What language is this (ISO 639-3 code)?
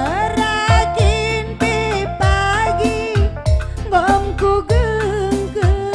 btx